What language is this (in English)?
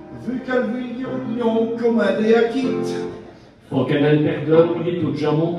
Picard